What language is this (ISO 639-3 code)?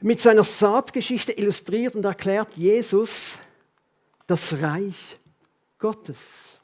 gsw